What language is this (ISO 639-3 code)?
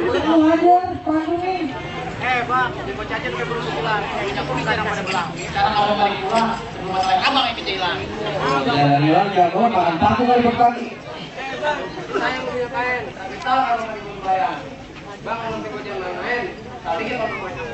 bew